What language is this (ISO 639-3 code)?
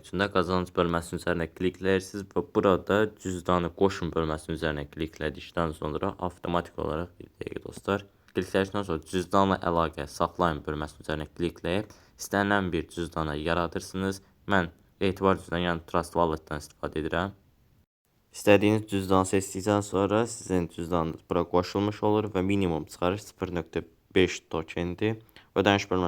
aze